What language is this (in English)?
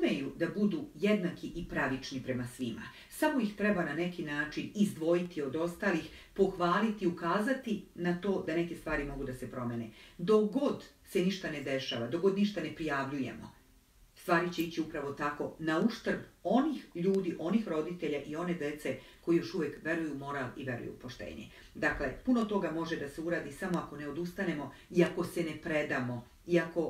Serbian